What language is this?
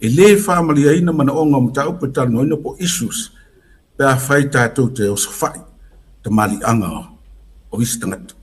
Samoan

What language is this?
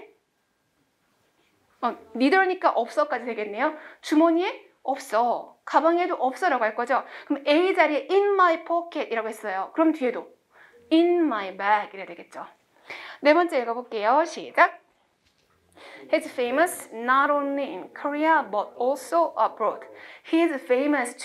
Korean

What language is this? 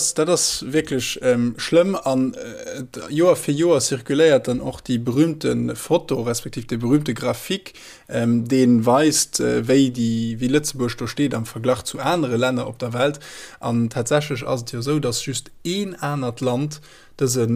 Luxembourgish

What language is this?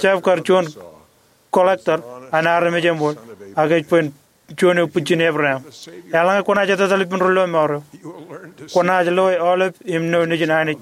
Marshallese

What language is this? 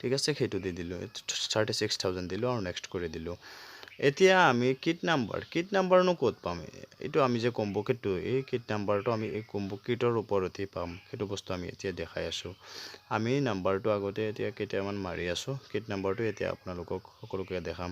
Assamese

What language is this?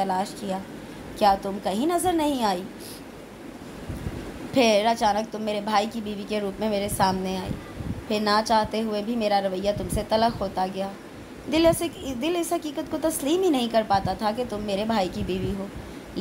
Urdu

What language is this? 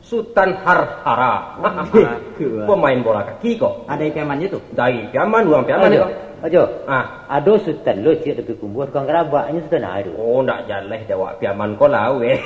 Minangkabau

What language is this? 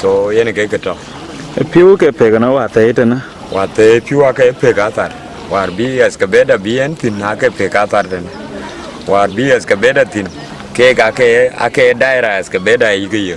Dinka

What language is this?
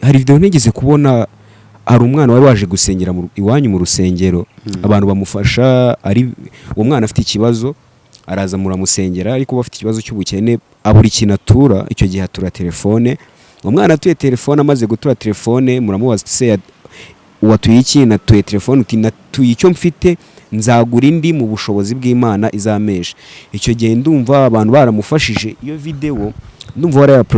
Kinyarwanda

